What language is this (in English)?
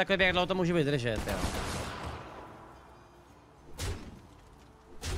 Czech